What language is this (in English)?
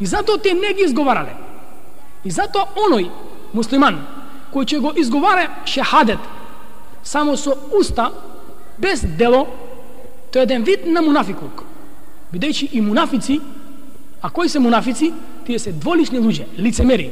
Macedonian